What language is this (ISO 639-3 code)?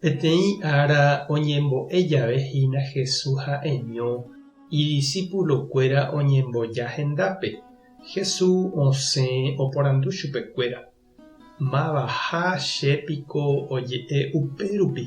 grn